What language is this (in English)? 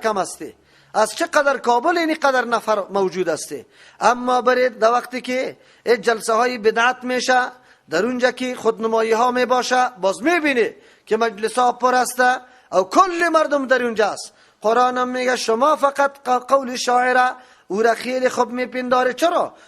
Persian